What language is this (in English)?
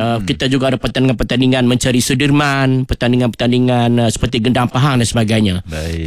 Malay